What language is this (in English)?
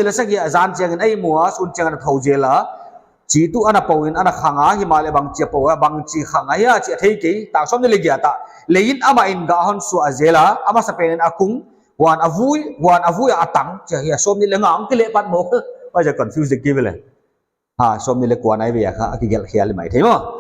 Paite Chin